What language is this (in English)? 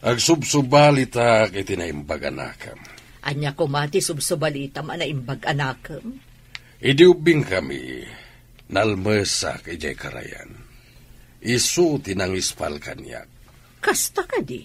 Iloko